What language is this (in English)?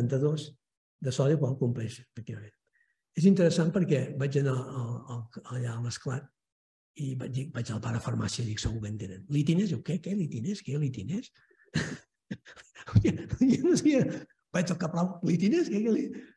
Catalan